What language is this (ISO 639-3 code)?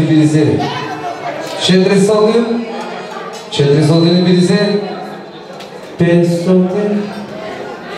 bul